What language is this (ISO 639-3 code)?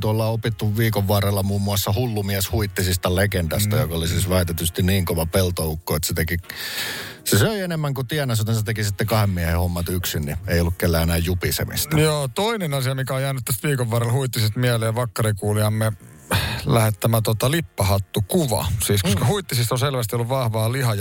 fin